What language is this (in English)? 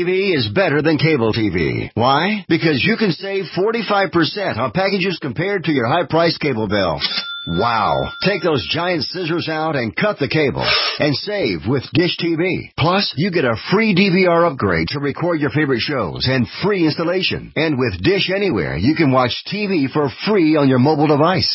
English